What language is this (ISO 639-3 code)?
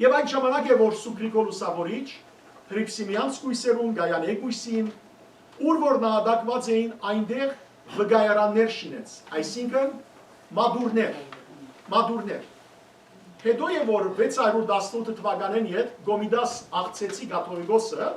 hyw